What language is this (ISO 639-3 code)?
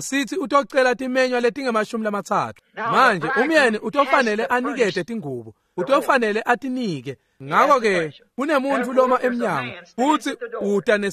ssw